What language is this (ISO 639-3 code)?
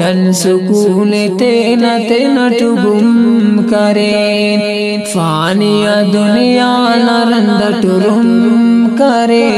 brh